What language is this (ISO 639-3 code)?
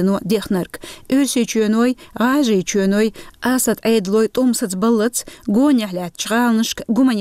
che